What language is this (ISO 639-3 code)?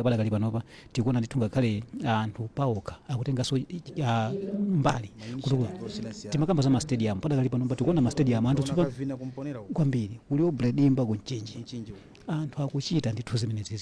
nya